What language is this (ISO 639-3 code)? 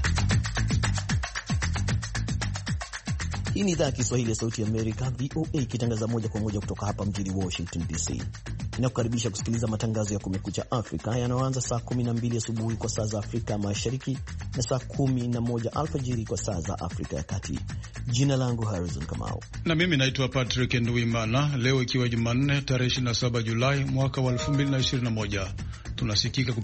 swa